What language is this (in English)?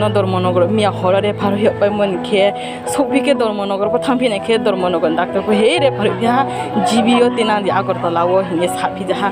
Riang (India)